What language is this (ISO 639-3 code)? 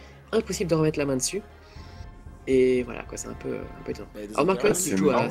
fra